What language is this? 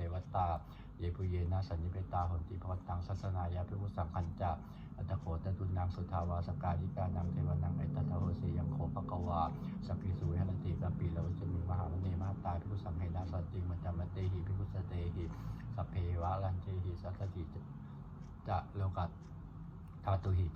Pali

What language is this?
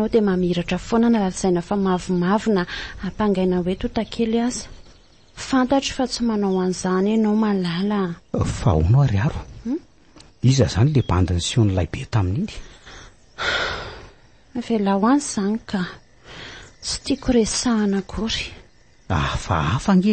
Malagasy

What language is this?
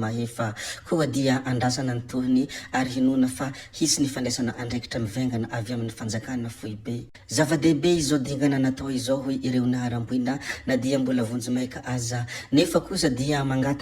Malagasy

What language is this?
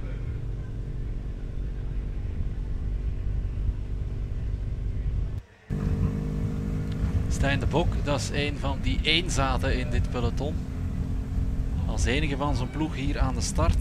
Dutch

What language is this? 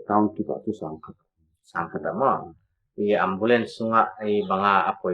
Paite Chin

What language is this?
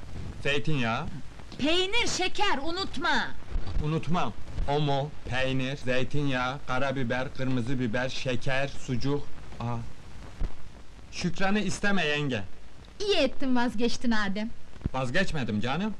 Turkish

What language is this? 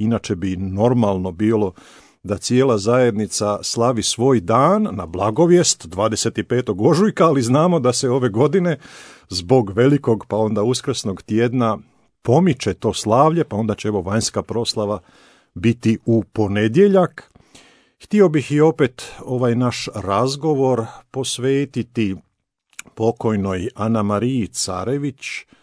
Croatian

